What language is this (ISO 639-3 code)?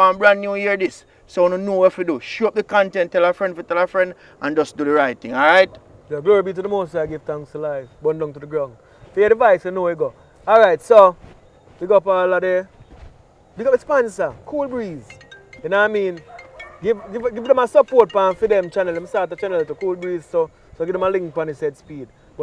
jam